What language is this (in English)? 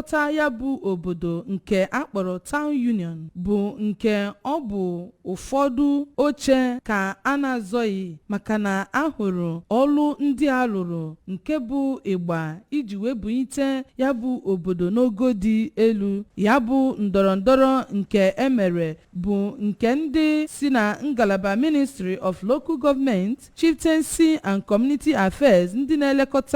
Igbo